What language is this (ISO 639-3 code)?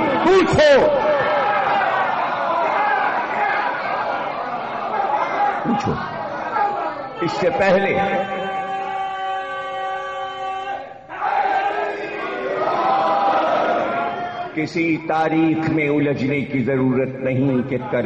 urd